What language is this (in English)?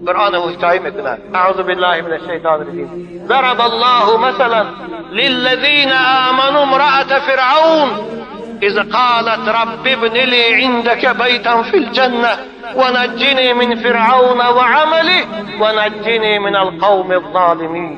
Tajik